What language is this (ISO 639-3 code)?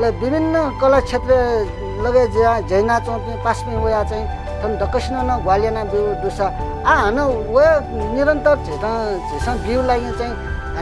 new